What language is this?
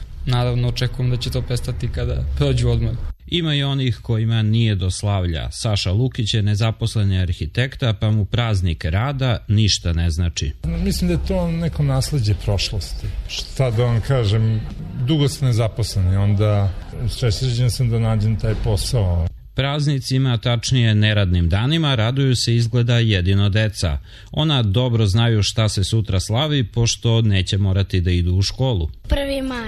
Serbian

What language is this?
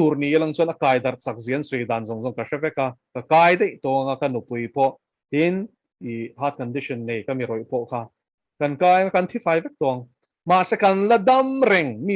Mizo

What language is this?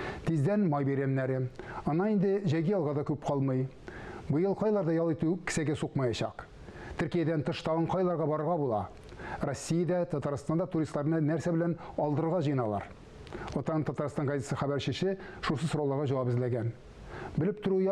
Tatar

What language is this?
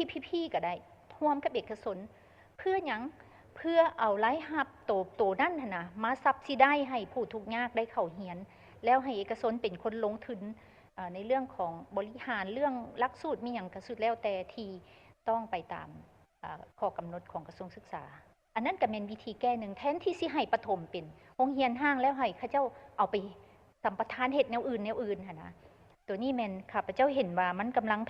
Lao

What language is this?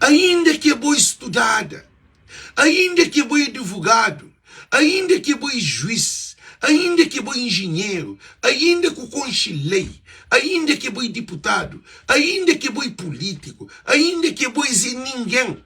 Kabuverdianu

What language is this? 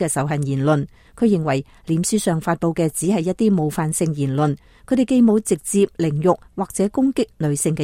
Cantonese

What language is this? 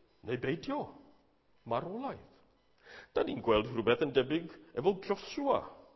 Welsh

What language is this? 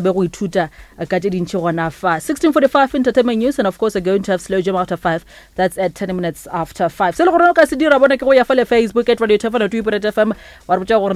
Northern Sotho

